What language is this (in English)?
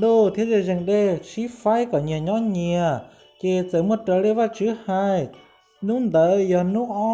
Hmong